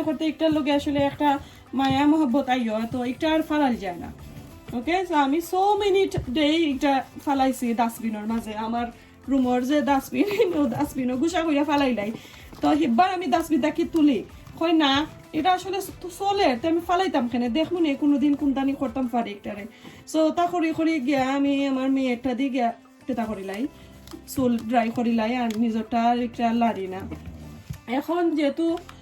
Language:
Sylheti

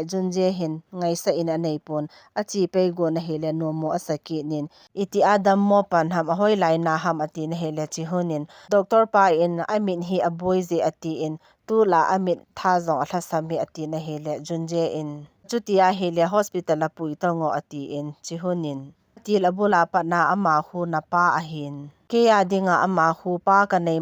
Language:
Thado Chin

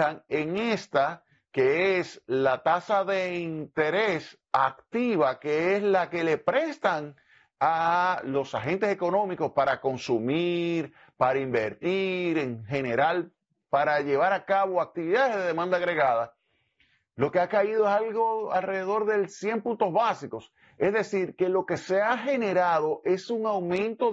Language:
Spanish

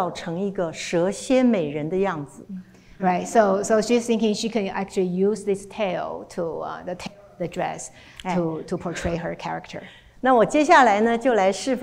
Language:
Chinese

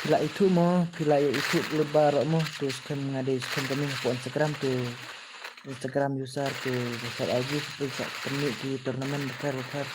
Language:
Khasi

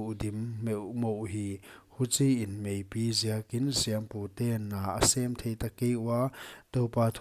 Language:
Paite Chin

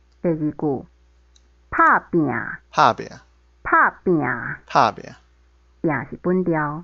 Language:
Min Nan Chinese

